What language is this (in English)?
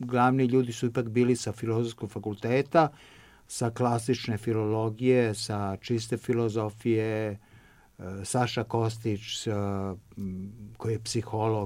Serbian